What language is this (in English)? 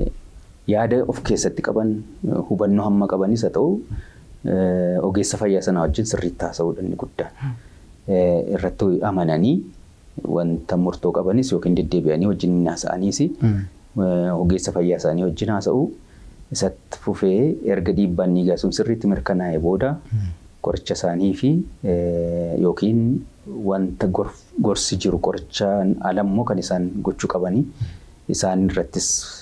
Oromo